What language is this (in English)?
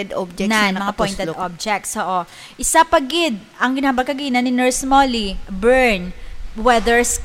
Hiligaynon